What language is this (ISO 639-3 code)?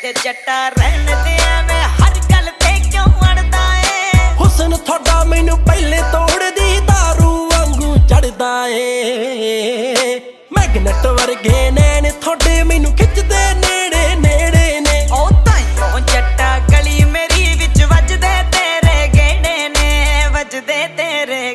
pan